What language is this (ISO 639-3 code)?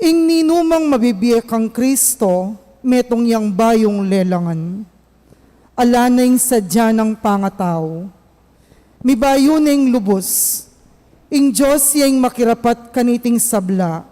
pam